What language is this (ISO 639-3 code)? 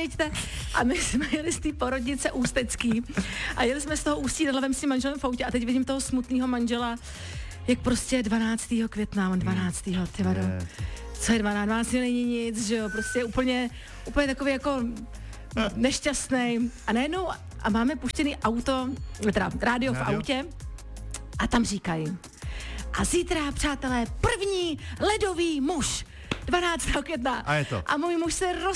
ces